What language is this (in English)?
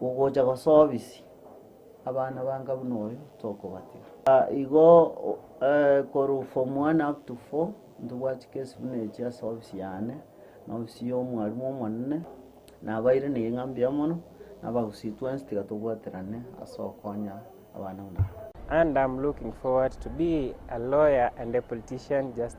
Gusii